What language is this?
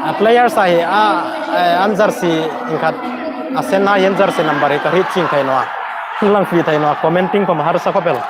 Hmar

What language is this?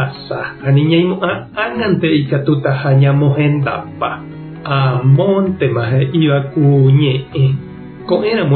Guarani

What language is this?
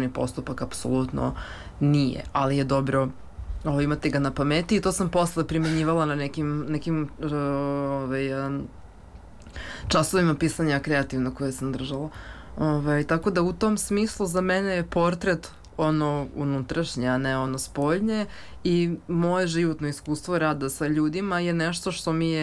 Serbian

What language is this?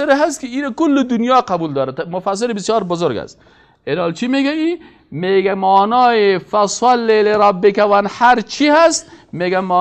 Persian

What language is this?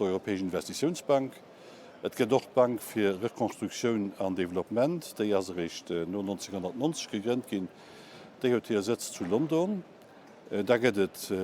Luxembourgish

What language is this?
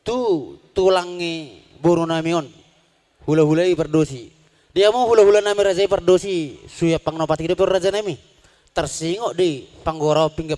Batak Toba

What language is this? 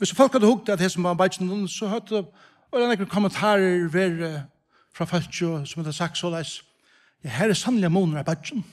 Faroese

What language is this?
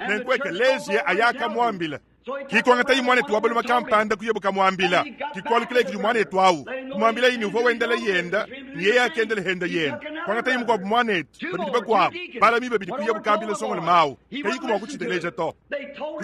Luba-Lulua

